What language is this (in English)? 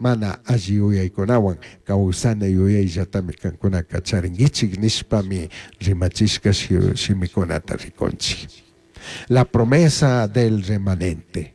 Chimborazo Highland Quichua